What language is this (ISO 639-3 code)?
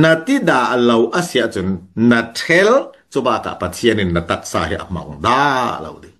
cfm